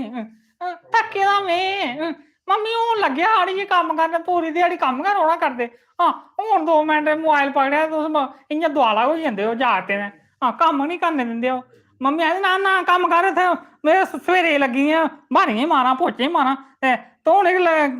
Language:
Dogri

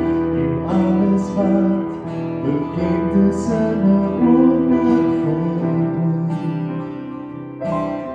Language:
Afrikaans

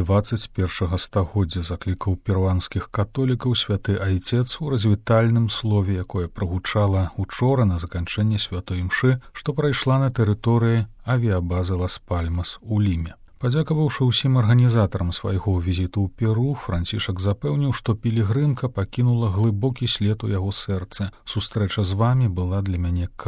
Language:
Belarusian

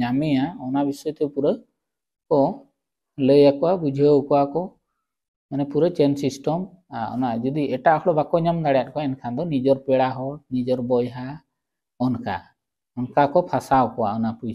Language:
Santali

